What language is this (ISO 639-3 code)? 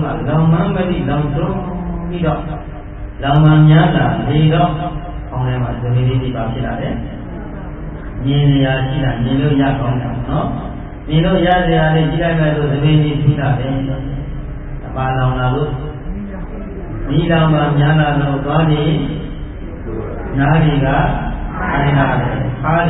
mya